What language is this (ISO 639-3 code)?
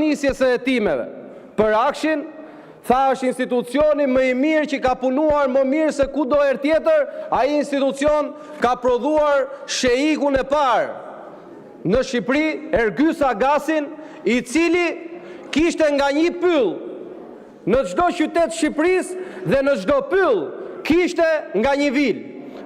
sqi